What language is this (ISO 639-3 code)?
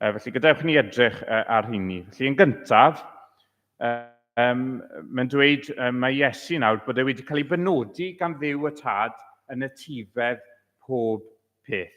cym